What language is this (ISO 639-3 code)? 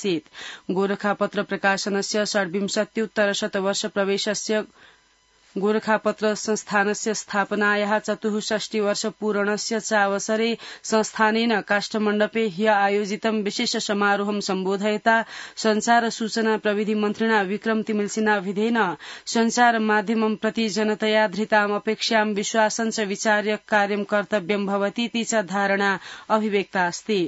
san